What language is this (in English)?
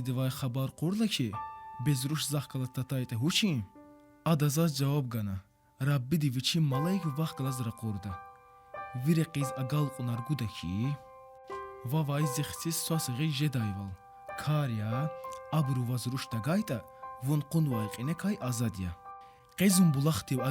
Lezghian